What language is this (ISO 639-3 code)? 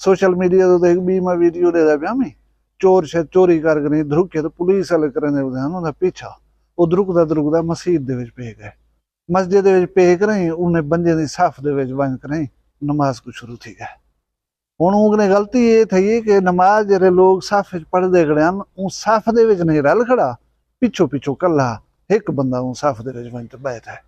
skr